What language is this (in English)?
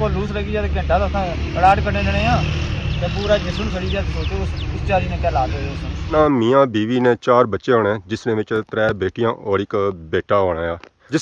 Pahari-Potwari